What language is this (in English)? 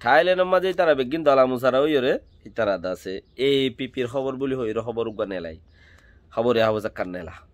Rohingya